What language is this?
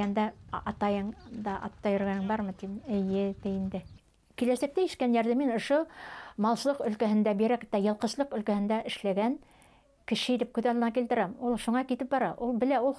Bashkir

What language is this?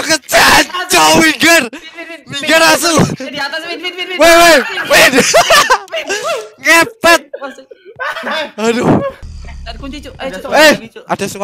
Indonesian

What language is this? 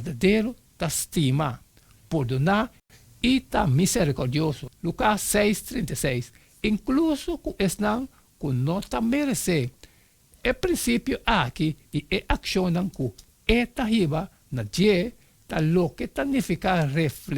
Papiamento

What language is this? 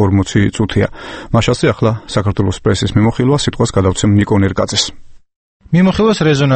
Georgian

